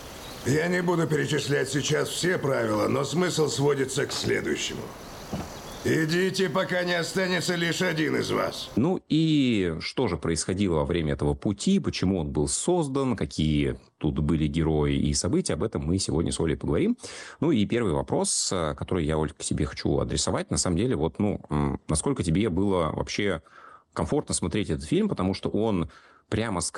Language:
Russian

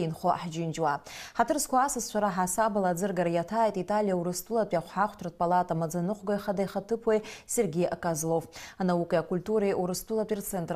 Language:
Abkhazian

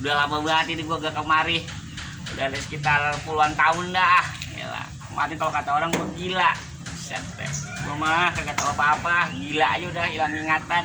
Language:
Betawi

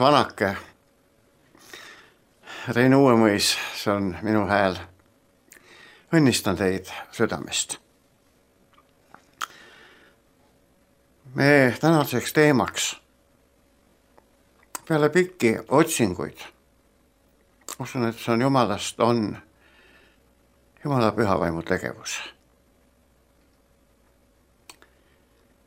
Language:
Estonian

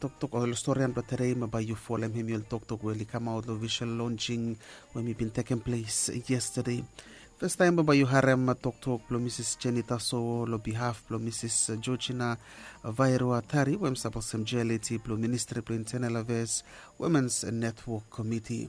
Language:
Bislama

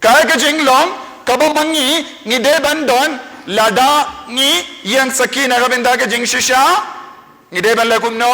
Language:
Khasi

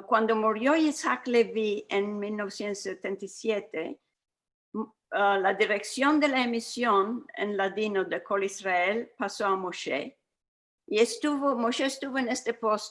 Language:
Ladino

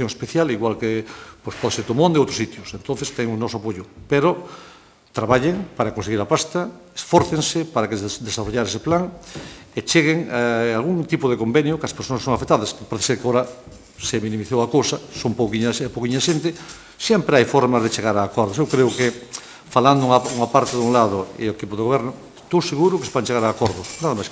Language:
Galician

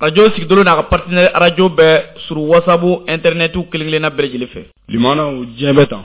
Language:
Bambara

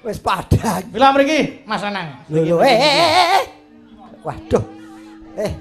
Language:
Javanese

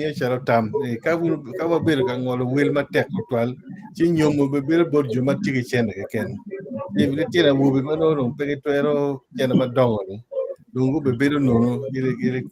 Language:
Acoli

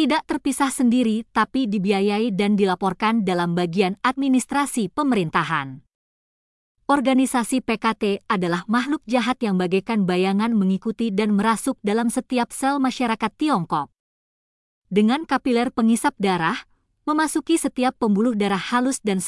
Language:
Indonesian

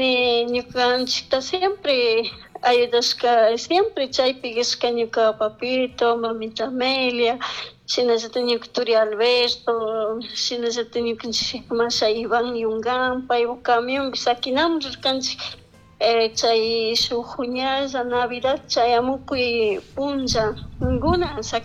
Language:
Chimborazo Highland Quichua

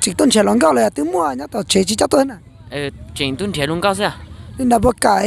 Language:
Hmong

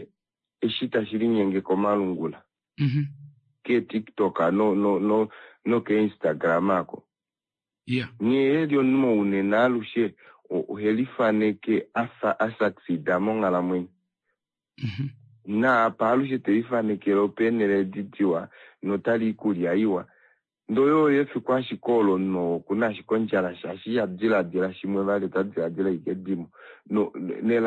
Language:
Kuanyama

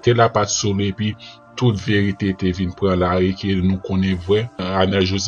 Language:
Haitian Creole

